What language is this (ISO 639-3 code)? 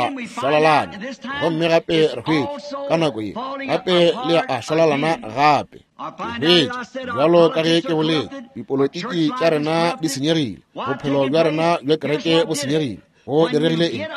nso